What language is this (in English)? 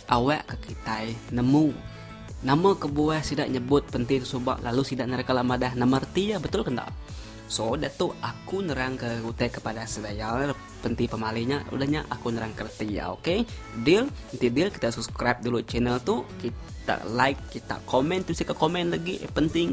Iban